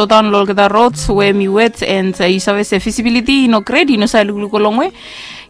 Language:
Bislama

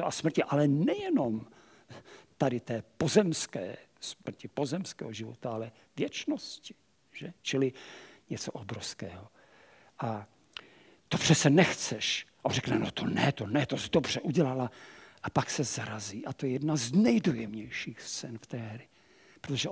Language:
Czech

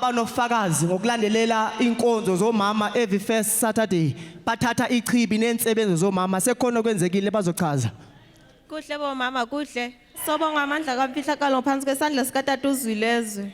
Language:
Zulu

